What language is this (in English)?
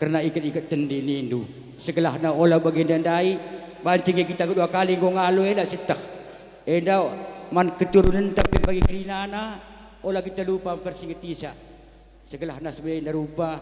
Batak Karo